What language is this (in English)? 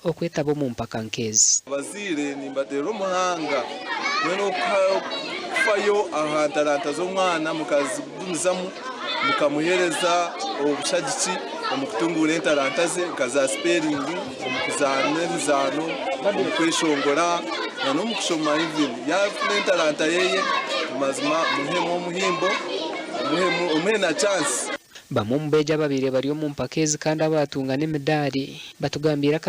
Nyankole